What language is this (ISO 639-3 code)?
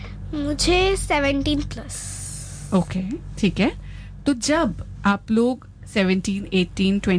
hin